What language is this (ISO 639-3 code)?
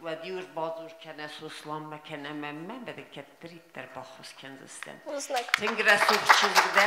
oss